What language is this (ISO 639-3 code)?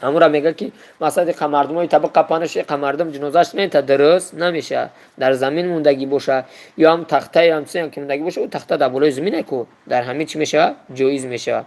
tgk